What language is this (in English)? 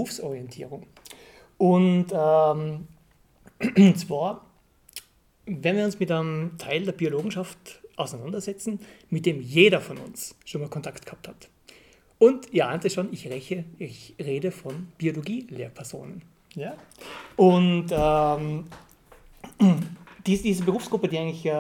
German